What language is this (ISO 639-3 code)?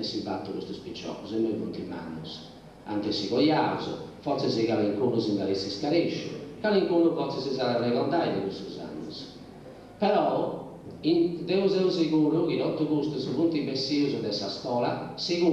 srd